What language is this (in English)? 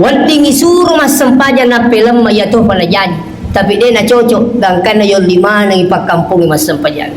Buginese